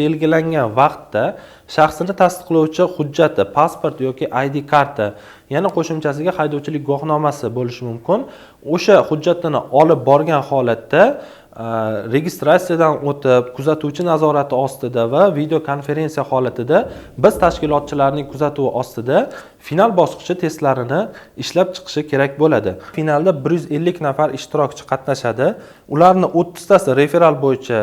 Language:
Uzbek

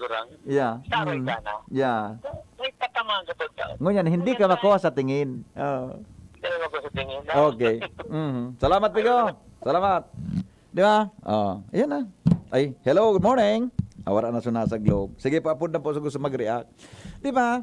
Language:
Bikol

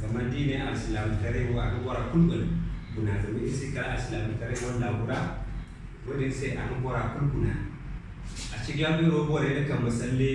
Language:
Zarma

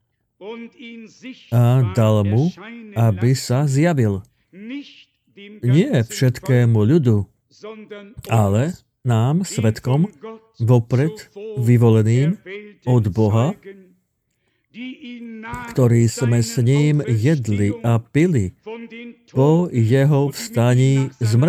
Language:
Slovak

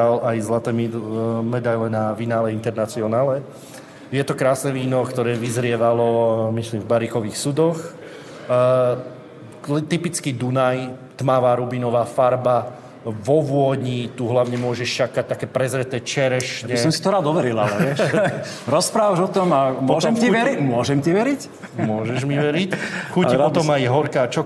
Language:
Slovak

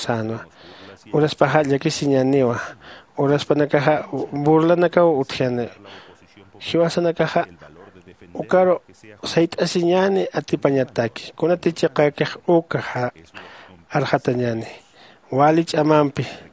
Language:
Aymara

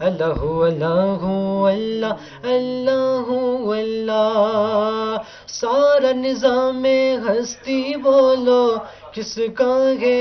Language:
Eastern Balochi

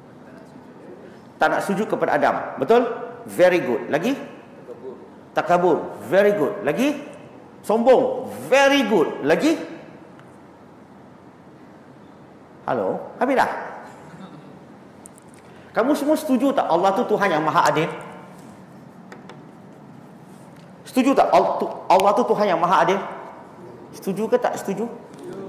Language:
Malay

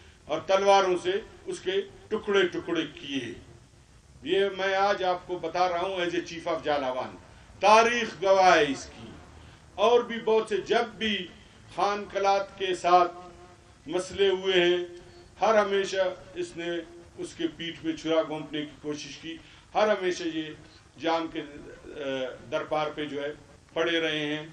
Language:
Urdu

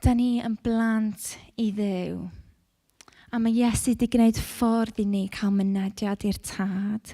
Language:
Welsh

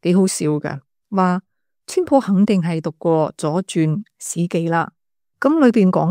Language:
Cantonese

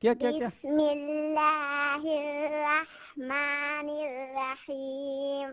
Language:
Divehi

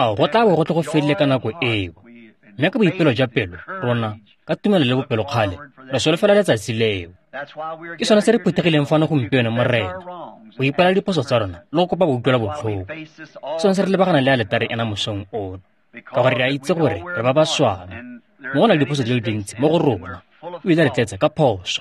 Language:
Tswana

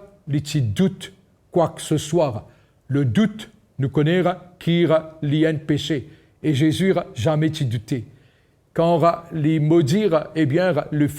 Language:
Morisyen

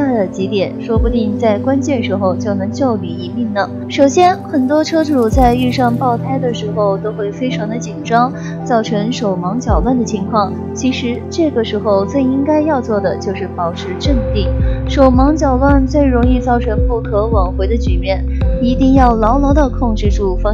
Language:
Chinese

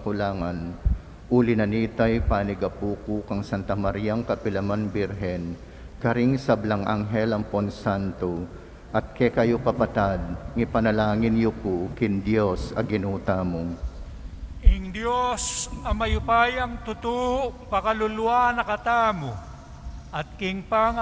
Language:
Pampanga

